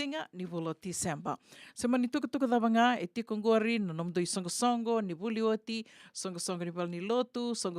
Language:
Fijian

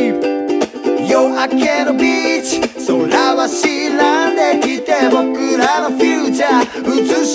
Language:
Japanese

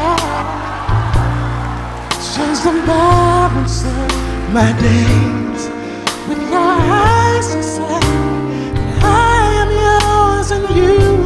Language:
English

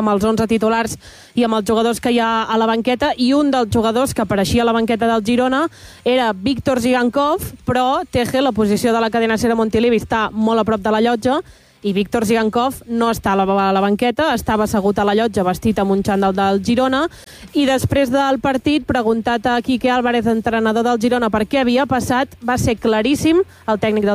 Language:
Catalan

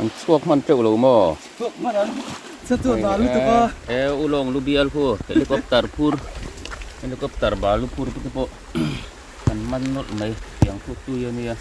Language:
Mizo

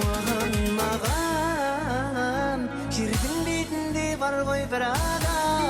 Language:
Kara-Kalpak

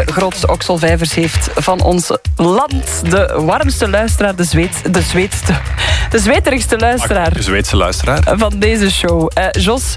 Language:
Dutch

